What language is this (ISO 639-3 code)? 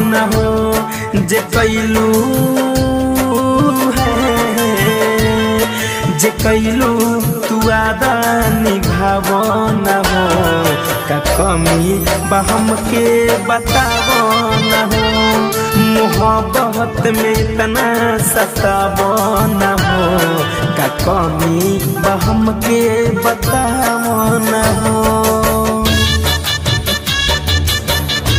bho